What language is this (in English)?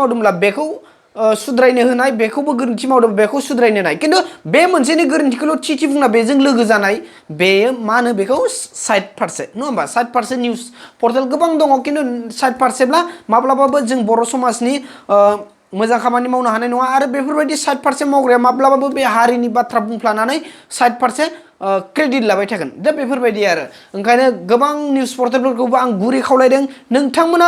Bodo